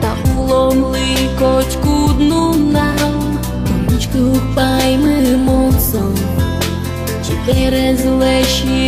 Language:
Udmurt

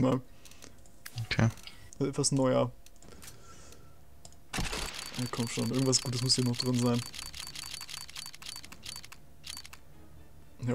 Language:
German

